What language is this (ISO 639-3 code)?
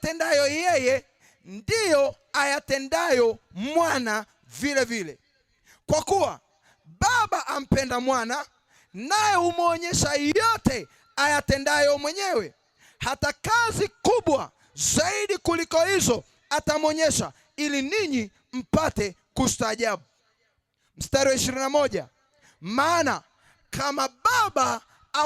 swa